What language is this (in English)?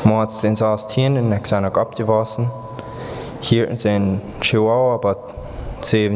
Plautdietsch